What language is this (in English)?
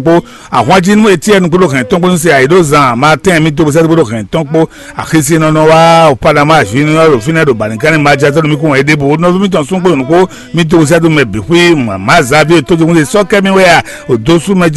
Fon